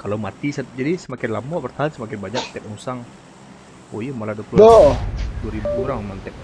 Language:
Minangkabau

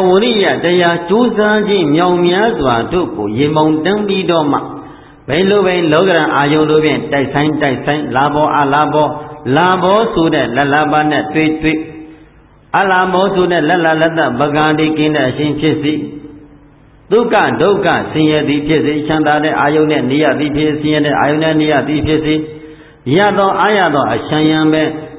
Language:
Burmese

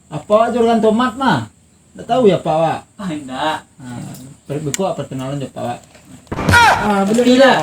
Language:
Minangkabau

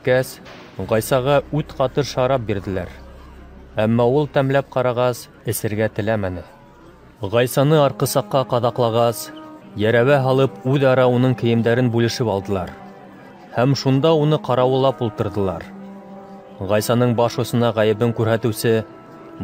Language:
Bashkir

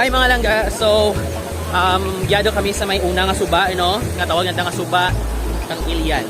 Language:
Hiligaynon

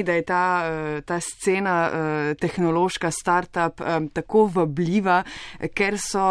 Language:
Slovenian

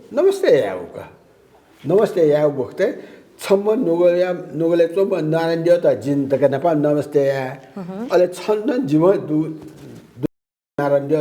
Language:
Newari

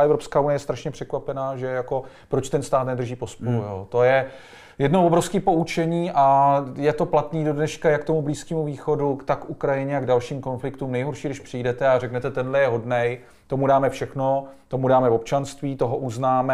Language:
Czech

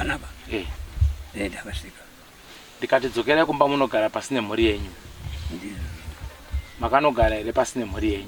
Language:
Shona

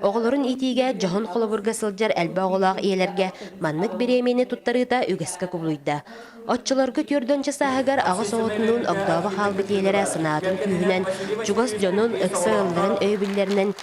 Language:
Yakut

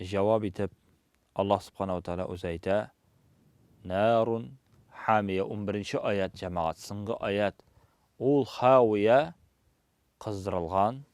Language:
Tatar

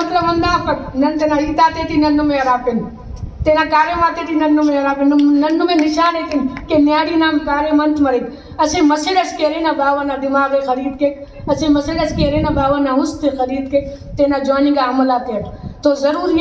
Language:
Brahui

